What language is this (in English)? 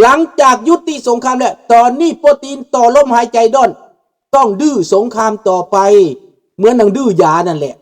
Lao